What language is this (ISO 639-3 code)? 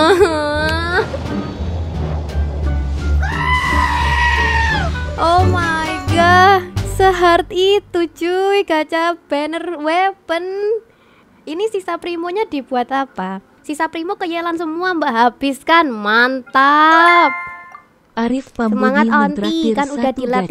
ind